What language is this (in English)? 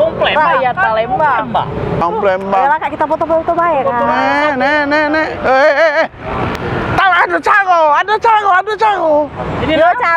Musi